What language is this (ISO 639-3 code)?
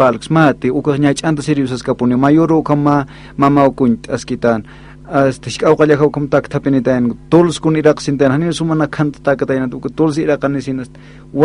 aym